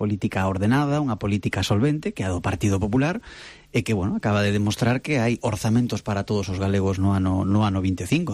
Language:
Galician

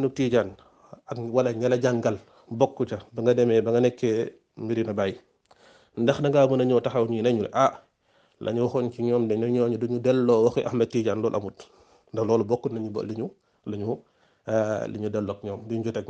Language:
Wolof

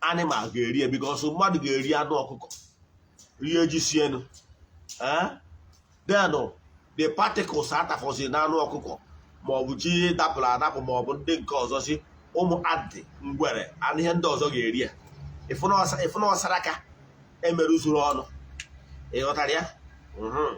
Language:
Igbo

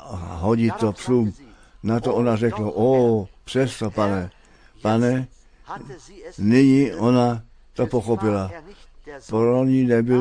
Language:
Czech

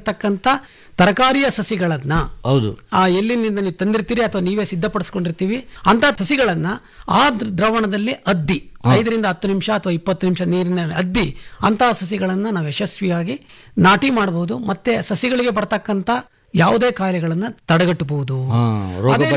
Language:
Kannada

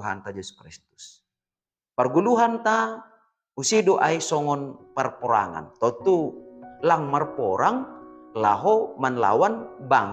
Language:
Batak Simalungun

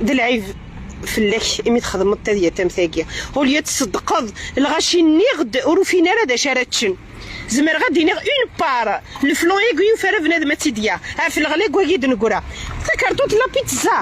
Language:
Kabyle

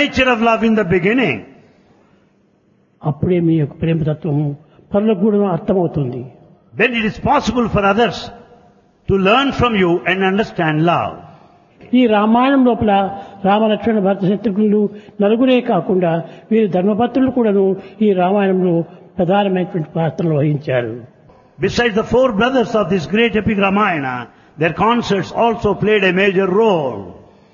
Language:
Telugu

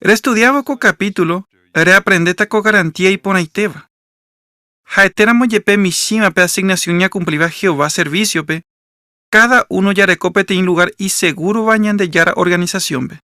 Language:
Guarani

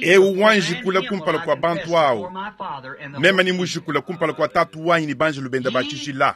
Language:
Luba-Lulua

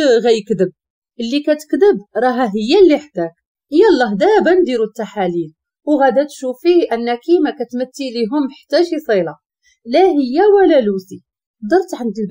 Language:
Moroccan Arabic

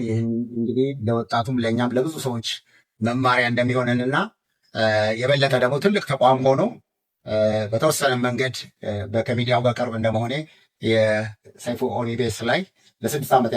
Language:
Amharic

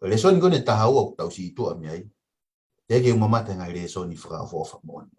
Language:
Tongan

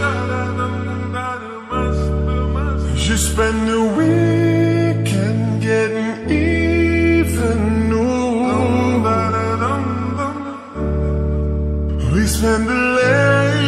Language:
English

